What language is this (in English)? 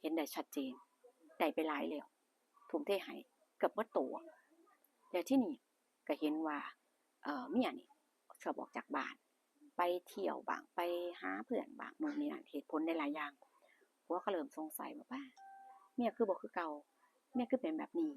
Northeastern Thai